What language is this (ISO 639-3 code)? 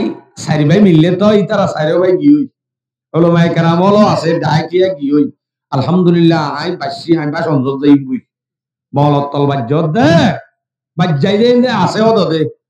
rhg